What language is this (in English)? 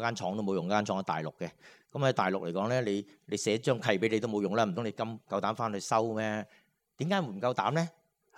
Cantonese